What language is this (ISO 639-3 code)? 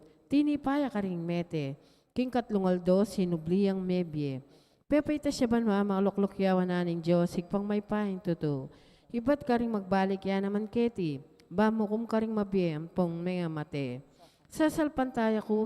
pam